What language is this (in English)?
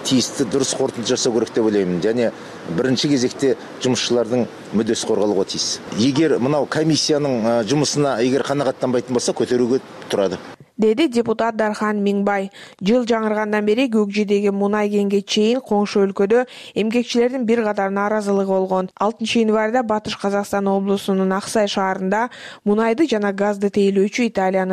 Kyrgyz